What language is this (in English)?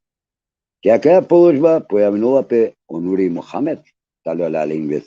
Balkan Romani